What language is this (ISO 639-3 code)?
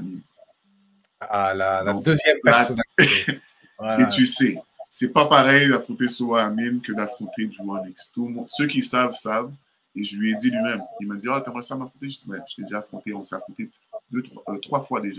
fra